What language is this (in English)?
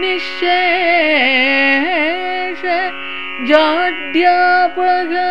Sanskrit